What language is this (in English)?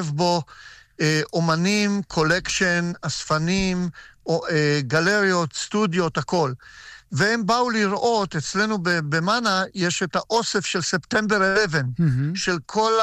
Hebrew